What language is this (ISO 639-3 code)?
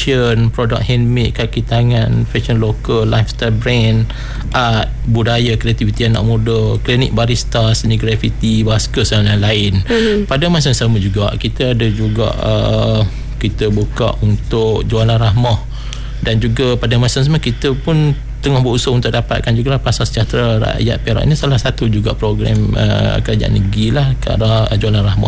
msa